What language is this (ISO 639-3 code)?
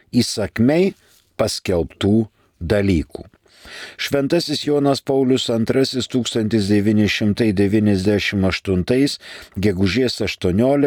lit